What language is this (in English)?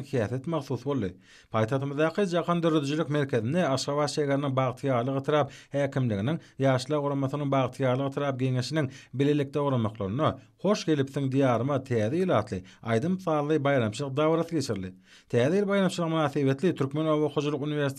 Turkmen